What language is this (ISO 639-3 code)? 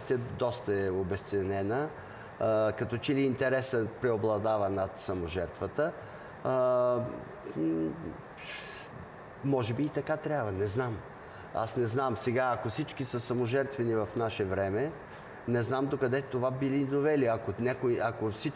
bul